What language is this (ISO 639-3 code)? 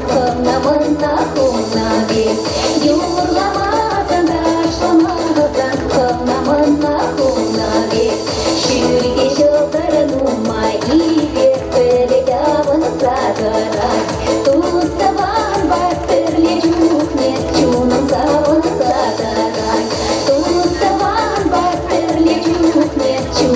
chv